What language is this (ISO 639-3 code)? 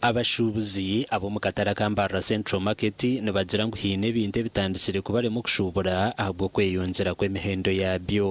nyn